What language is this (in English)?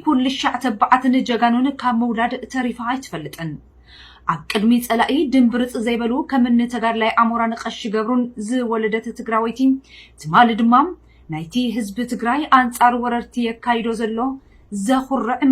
Tigrinya